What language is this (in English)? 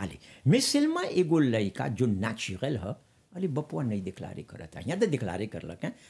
Bhojpuri